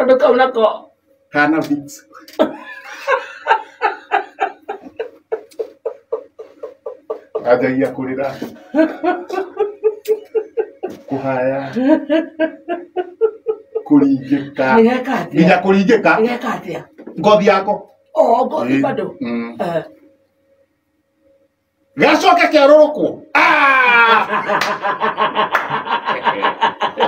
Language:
Kikuyu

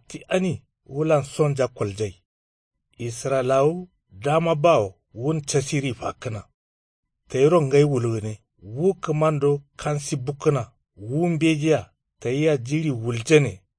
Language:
Kanuri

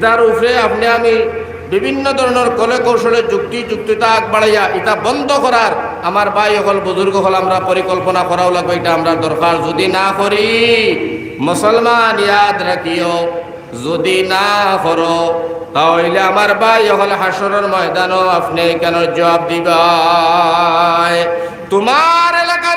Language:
Sylheti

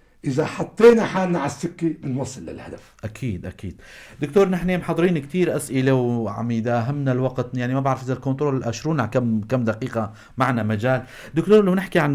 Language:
North Levantine Arabic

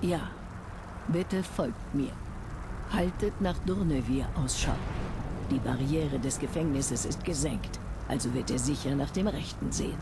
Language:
Bavarian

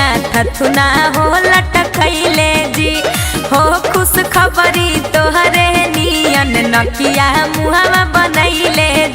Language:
Magahi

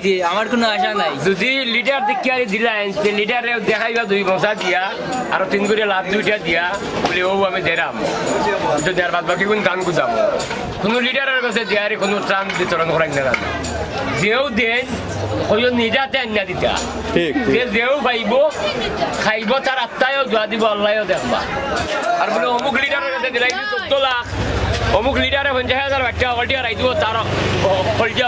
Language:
Sylheti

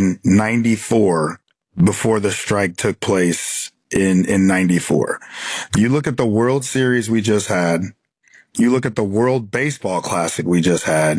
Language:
English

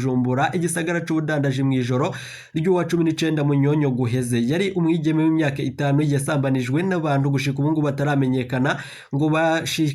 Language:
Rundi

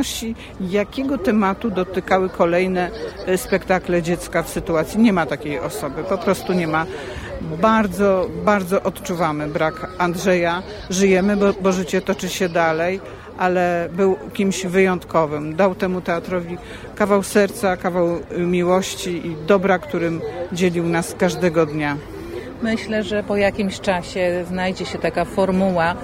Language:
Polish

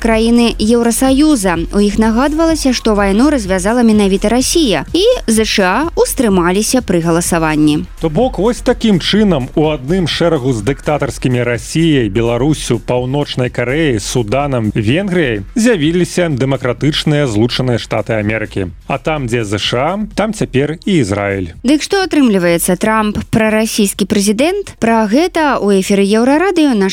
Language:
Belarusian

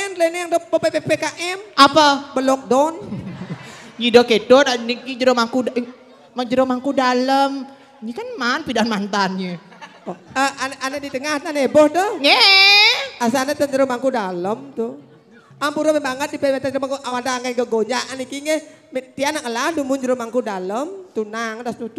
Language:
Balinese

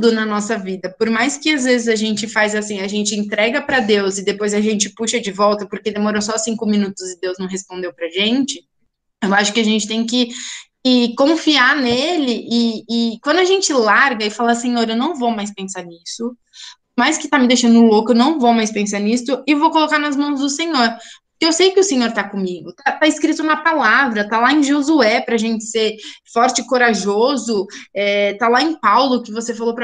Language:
Portuguese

